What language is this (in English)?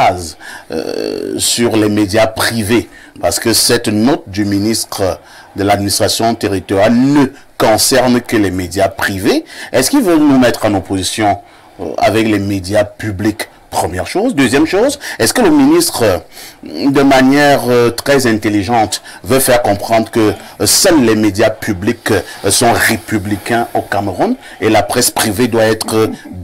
French